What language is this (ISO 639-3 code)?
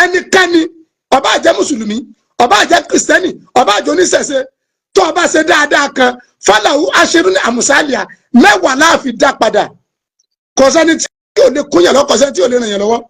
yor